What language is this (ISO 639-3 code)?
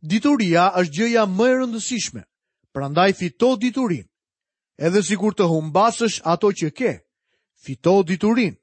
sqi